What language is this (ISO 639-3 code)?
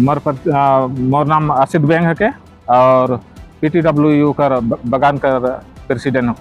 sck